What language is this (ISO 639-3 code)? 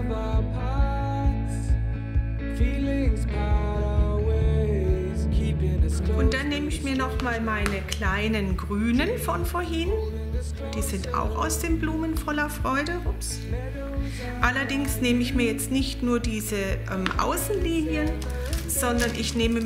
deu